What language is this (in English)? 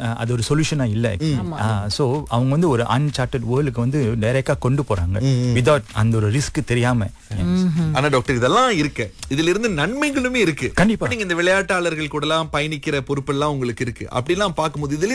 Tamil